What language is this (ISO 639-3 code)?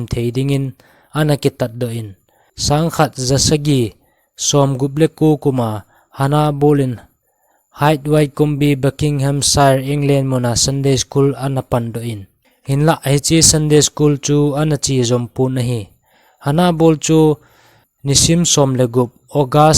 tcz